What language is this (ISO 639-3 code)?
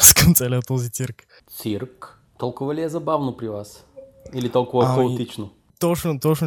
bul